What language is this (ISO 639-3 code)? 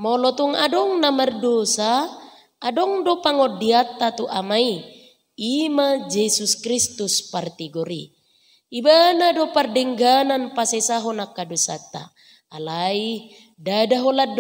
bbc